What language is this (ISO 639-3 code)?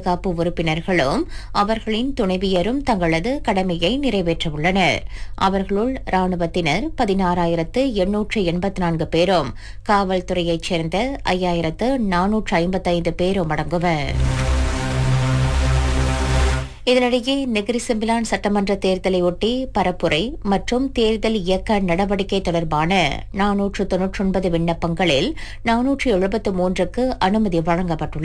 tam